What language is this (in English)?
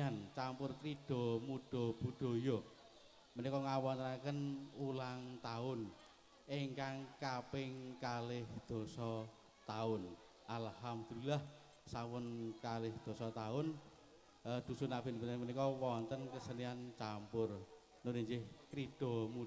Javanese